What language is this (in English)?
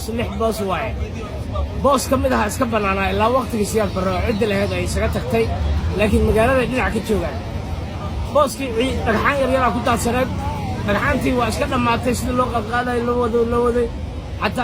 Somali